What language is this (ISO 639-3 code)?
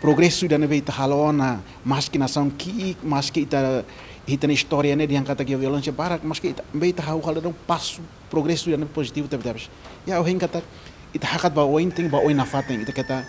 tet